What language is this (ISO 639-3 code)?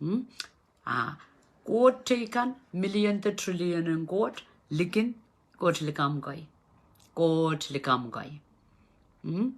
pon